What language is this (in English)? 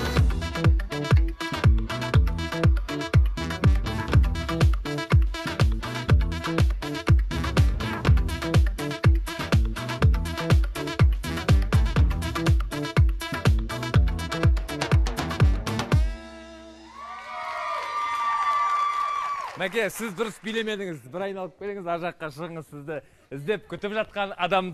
Kazakh